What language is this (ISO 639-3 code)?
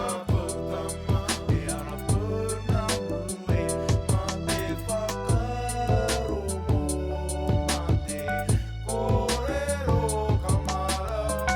mri